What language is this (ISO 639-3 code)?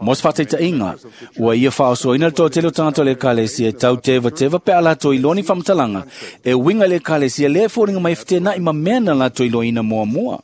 smo